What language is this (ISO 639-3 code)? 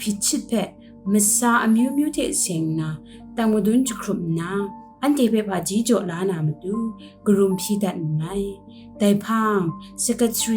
kac